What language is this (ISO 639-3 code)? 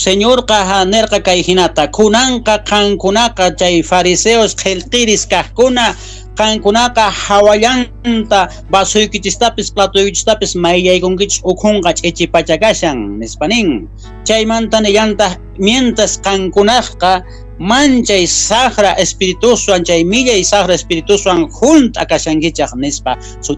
quh